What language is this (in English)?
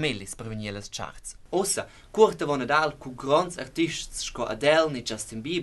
Romansh